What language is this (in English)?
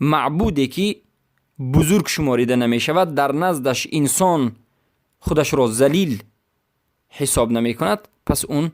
Persian